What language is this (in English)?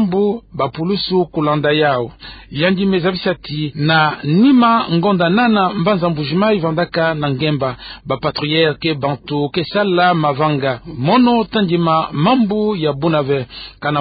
Kituba (Democratic Republic of Congo)